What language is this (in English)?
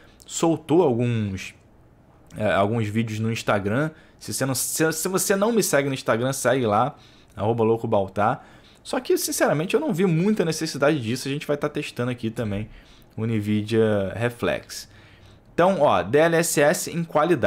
Portuguese